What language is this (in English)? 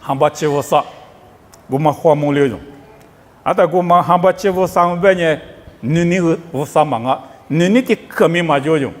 Lisu